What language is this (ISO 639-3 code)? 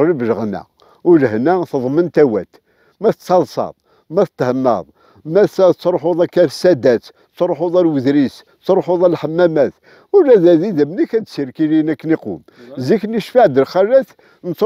kab